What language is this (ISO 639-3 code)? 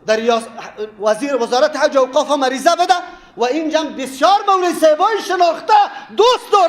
fas